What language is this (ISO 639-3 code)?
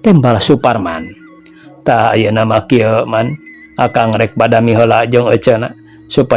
sun